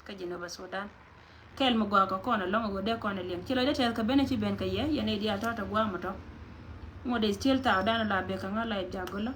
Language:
Nuer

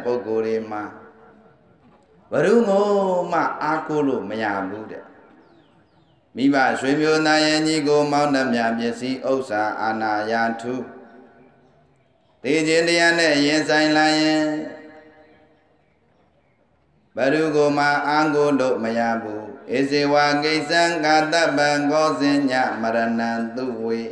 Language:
Burmese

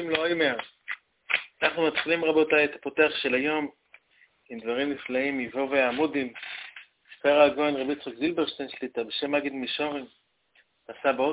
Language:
Hebrew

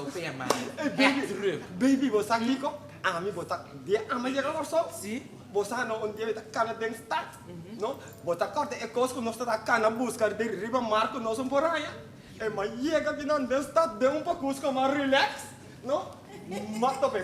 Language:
Papiamento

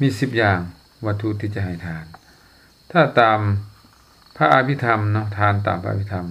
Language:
Lao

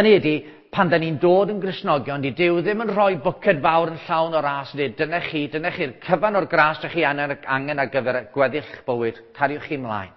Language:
Welsh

